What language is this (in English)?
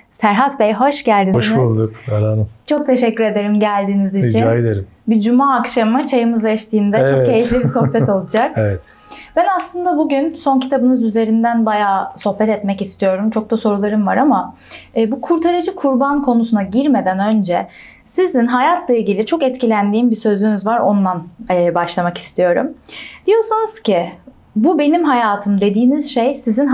Turkish